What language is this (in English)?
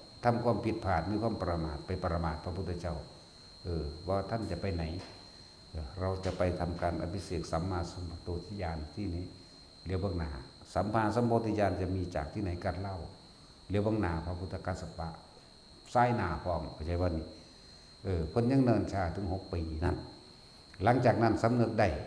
Northeastern Thai